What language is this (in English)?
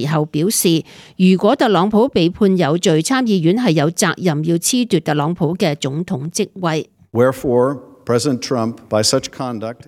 Cantonese